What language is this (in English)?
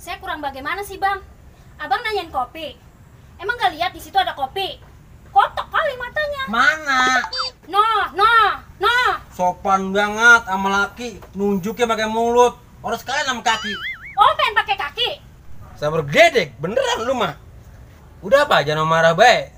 Betawi